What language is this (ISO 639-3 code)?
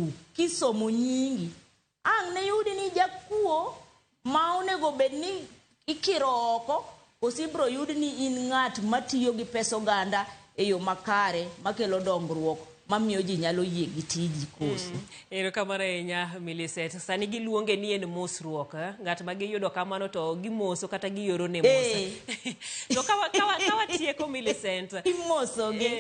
luo